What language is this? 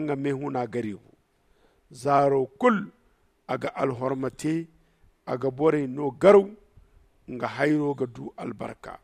Zarma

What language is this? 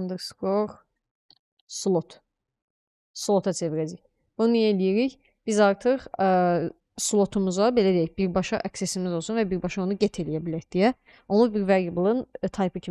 Azerbaijani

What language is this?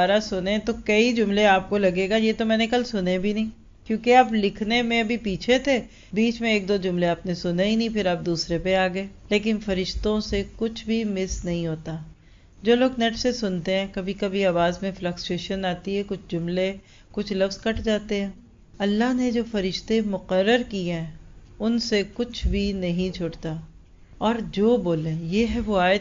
Urdu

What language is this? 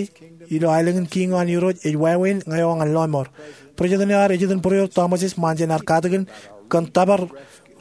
Marshallese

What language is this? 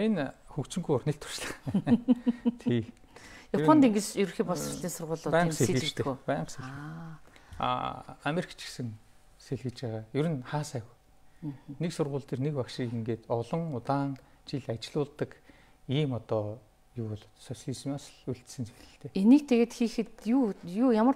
Mongolian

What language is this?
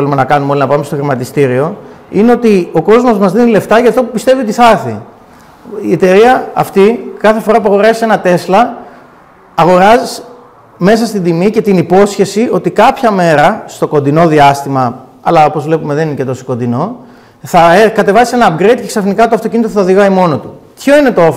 Greek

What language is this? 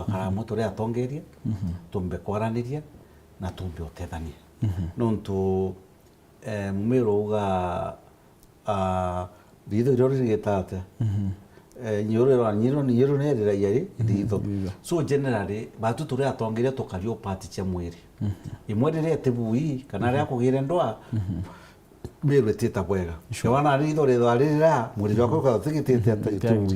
Meru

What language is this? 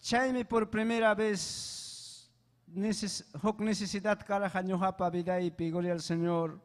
Ayacucho Quechua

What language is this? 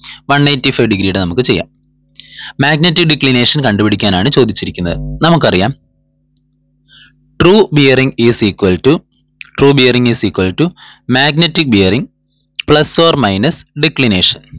Malayalam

